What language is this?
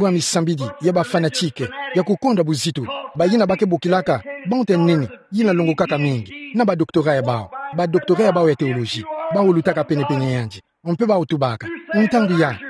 Kituba (Democratic Republic of Congo)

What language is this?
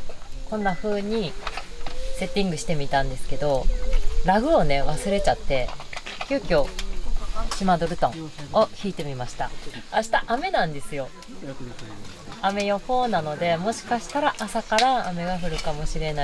Japanese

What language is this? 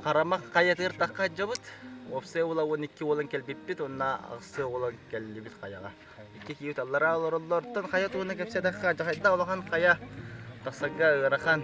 Yakut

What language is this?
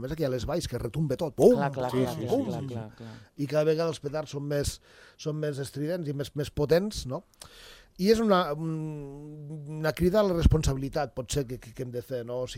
Catalan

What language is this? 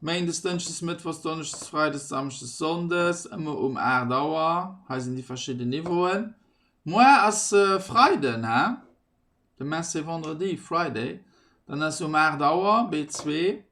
Luxembourgish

